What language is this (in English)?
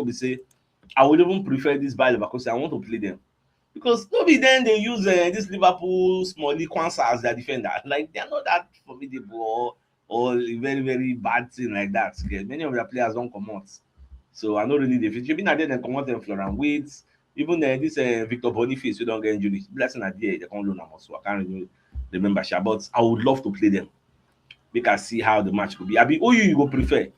Nigerian Pidgin